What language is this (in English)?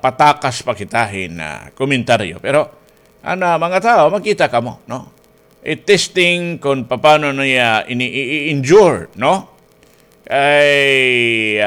Waray